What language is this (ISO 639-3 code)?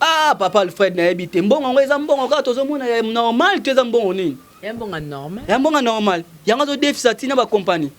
lin